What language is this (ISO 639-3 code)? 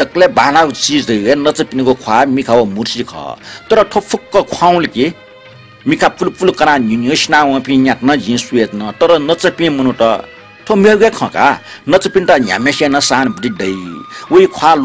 new